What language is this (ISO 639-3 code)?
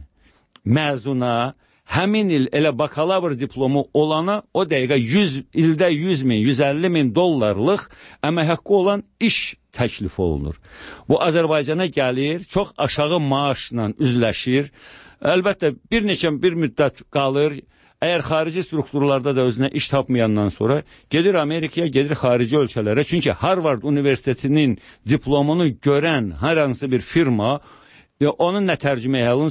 aze